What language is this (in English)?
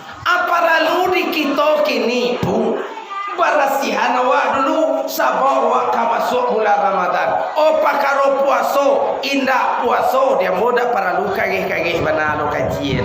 Minangkabau